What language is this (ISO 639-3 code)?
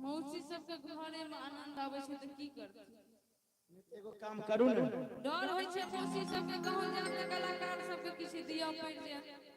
mai